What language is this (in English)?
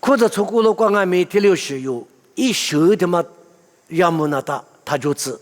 Lisu